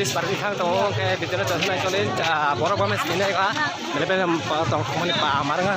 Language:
Kok Borok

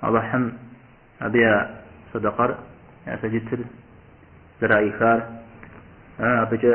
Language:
Kabardian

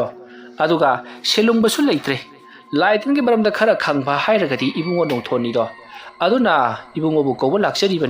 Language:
Manipuri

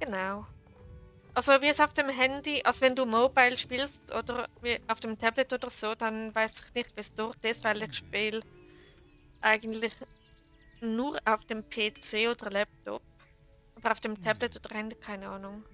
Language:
Swiss German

